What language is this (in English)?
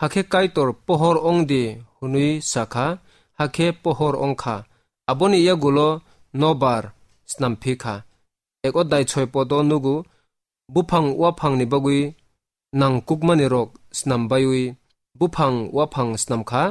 Kok Borok